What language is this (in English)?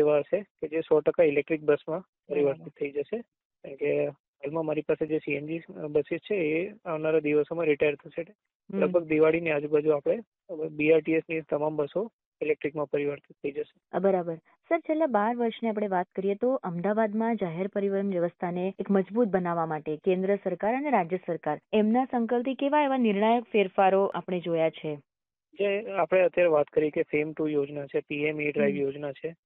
Gujarati